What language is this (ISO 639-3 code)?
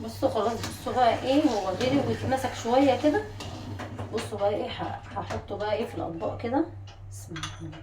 arz